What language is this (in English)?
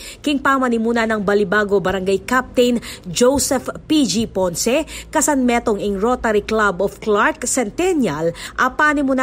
Pampanga